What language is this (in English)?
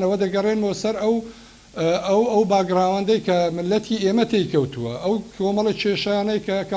Central Kurdish